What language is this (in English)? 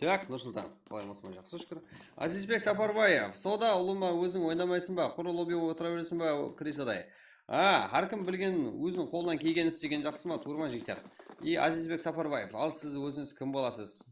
Kara-Kalpak